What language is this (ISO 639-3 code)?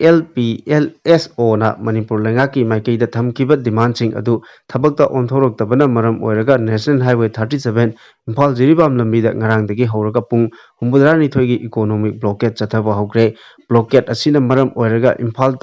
mni